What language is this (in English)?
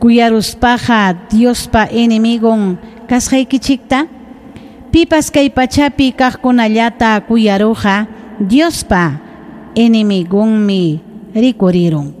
Ayacucho Quechua